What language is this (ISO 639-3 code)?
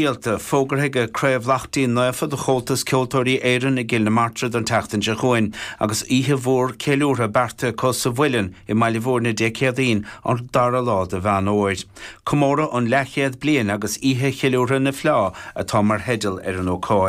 gle